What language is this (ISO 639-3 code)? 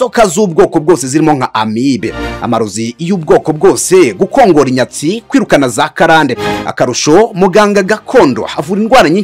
kin